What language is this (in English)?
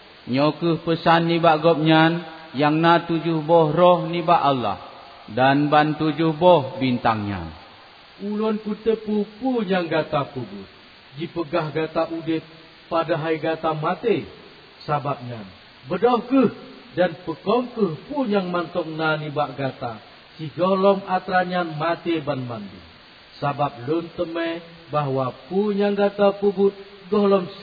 Achinese